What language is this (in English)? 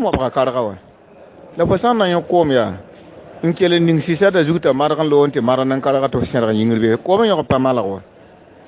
Mossi